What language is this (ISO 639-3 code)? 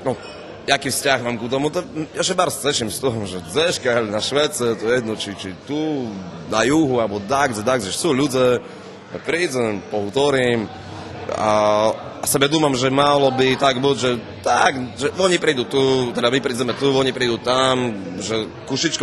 rue